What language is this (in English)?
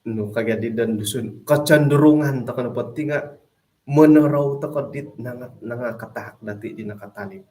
Central Dusun